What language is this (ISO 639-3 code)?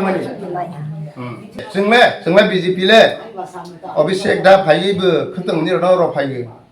ria